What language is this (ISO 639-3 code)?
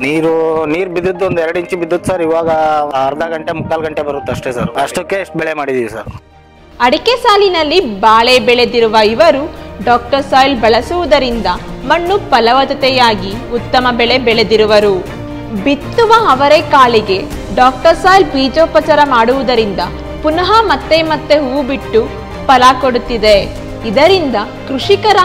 kan